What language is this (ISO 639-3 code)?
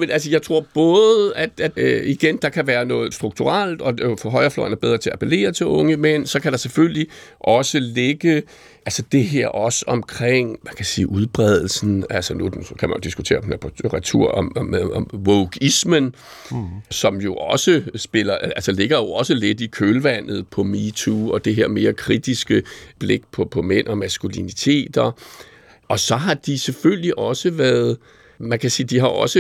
dan